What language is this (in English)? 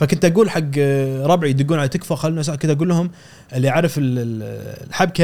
Gulf Arabic